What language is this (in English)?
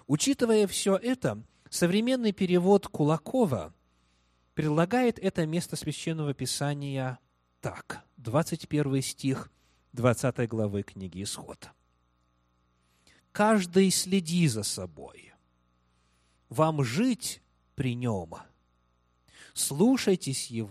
Russian